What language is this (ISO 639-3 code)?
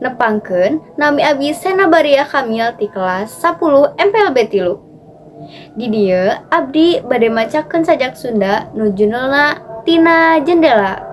sun